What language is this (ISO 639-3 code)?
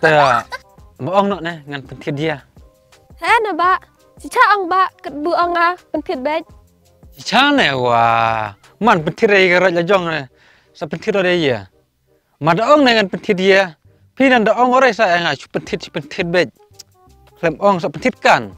kha